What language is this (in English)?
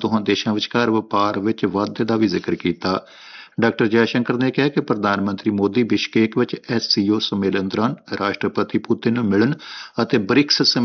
Punjabi